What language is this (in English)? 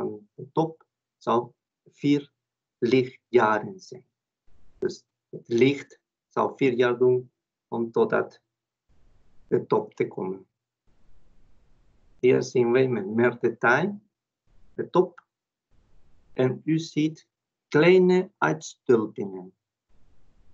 Dutch